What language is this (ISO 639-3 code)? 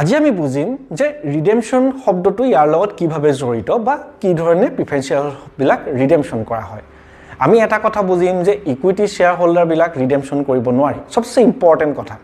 asm